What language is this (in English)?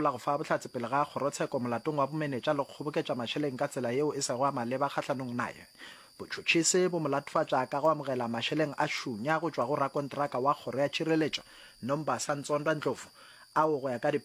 Northern Sotho